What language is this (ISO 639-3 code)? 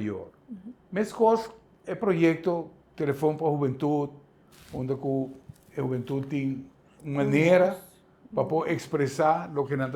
pap